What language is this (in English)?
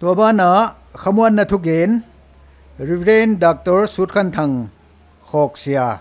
Tedim Chin